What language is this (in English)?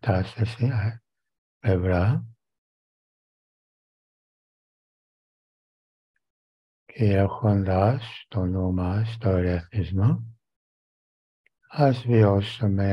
Greek